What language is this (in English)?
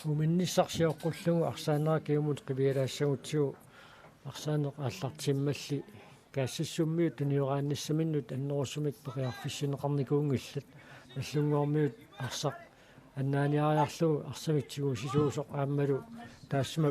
Kalaallisut